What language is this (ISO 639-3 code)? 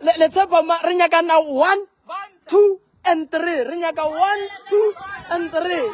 nso